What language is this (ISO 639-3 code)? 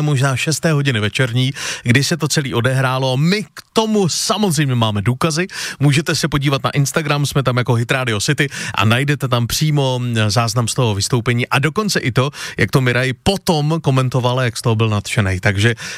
ces